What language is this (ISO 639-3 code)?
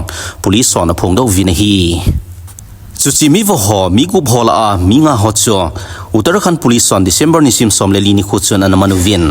tcz